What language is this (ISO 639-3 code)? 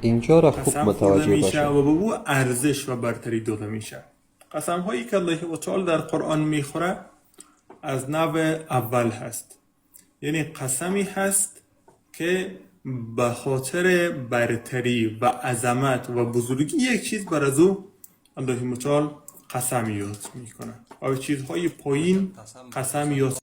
fas